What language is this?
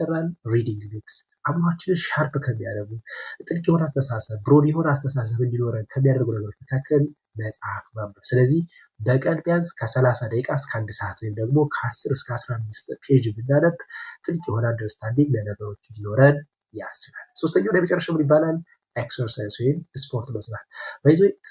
Amharic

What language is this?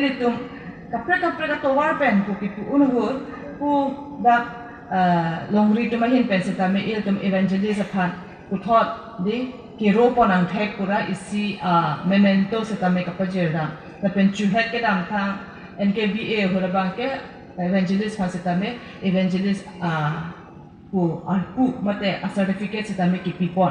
Karbi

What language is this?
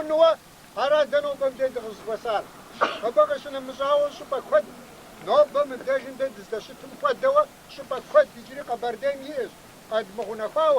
Kabardian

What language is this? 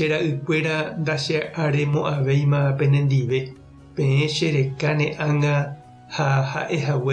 Guarani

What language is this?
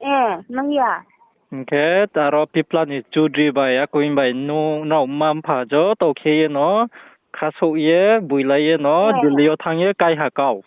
Riang (India)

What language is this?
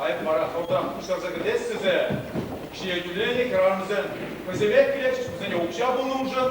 Chuvash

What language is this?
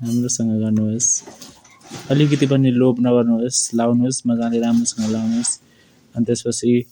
Nepali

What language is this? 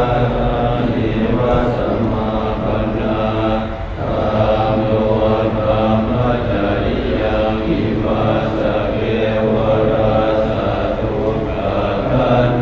Pali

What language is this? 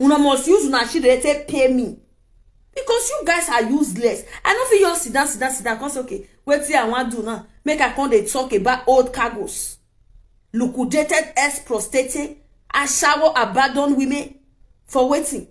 Nigerian Pidgin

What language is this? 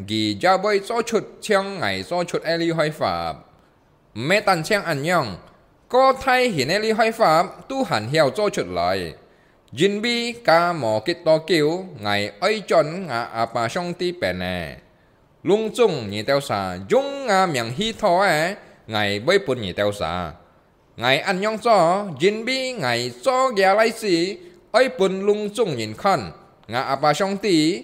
Hakka Chinese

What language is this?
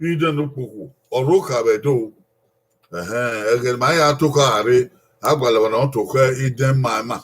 Bini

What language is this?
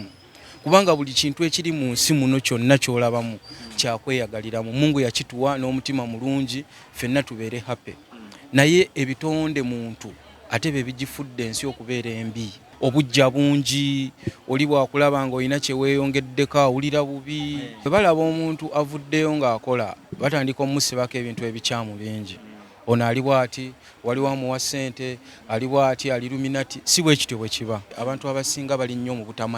Ganda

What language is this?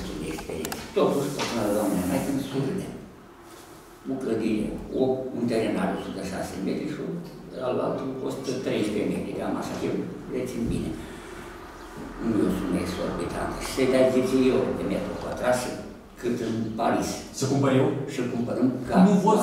Romanian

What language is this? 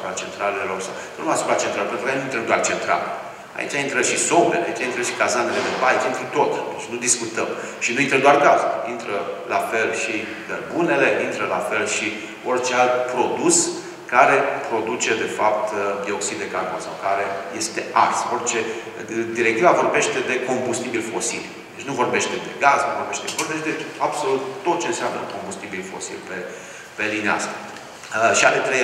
Romanian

